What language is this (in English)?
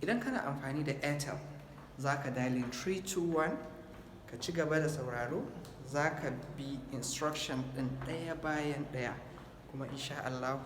Hausa